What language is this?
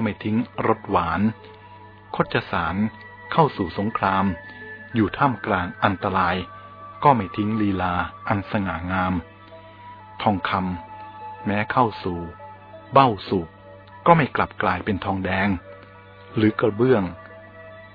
Thai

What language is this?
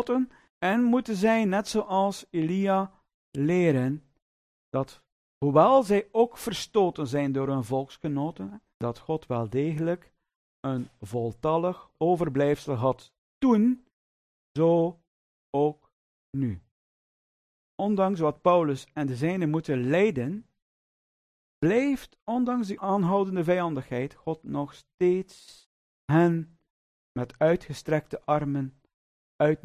Dutch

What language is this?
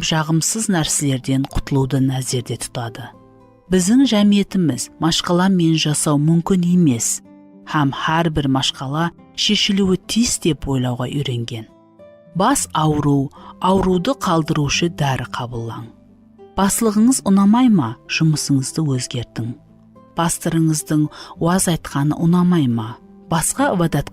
Kara-Kalpak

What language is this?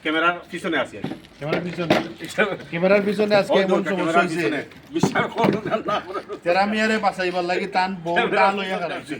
Sylheti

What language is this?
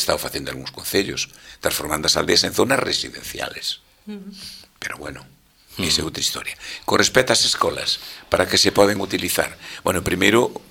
Galician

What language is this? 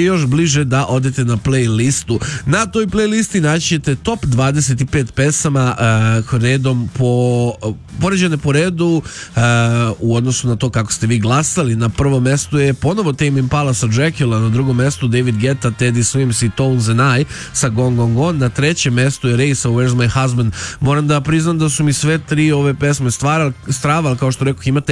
Serbian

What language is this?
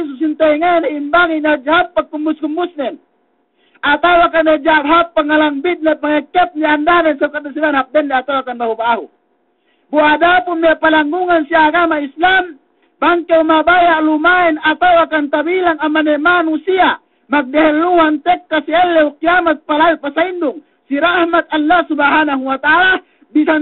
Yakan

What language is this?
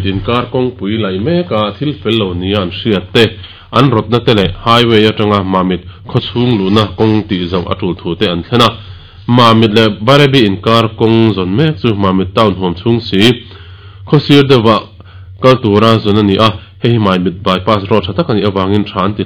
Mizo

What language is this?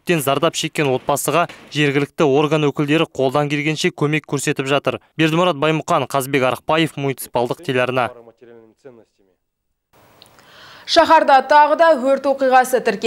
Kazakh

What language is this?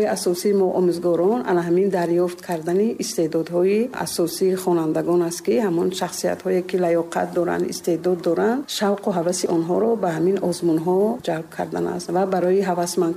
Tajik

